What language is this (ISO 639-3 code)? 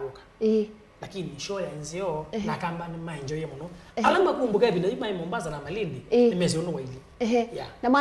kam